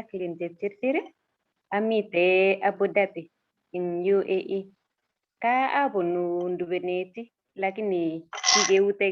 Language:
Kalenjin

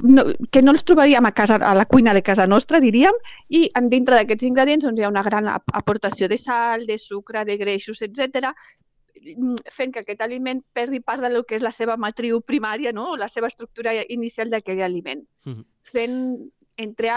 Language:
Catalan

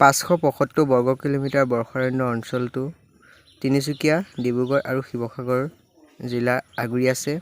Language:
Assamese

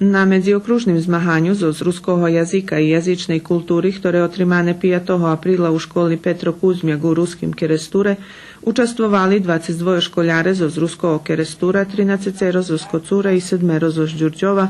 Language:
Rusyn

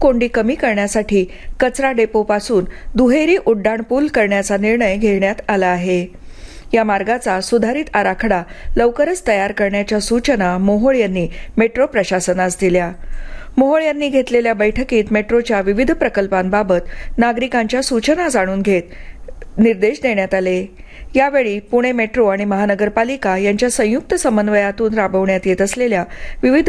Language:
Marathi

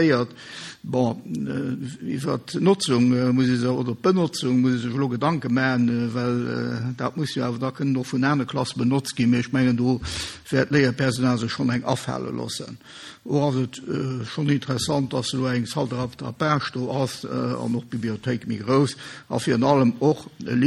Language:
Luxembourgish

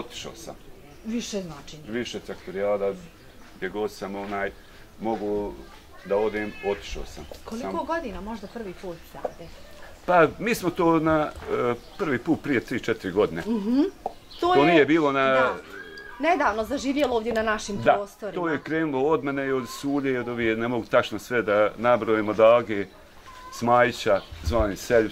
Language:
Bosnian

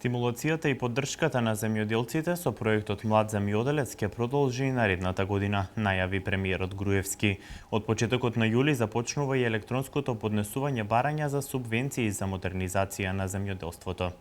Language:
Macedonian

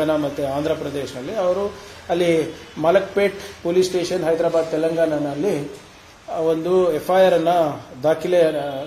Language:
Kannada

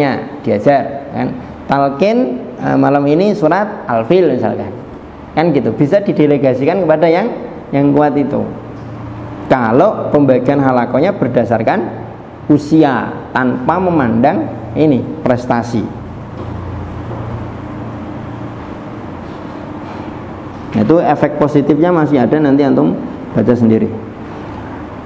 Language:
Indonesian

